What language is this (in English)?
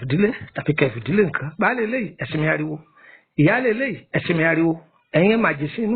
Yoruba